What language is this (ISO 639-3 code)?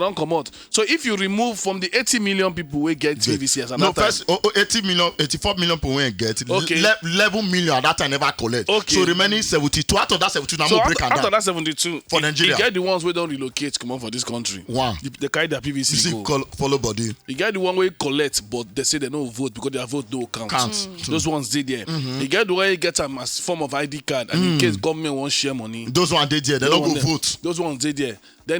pcm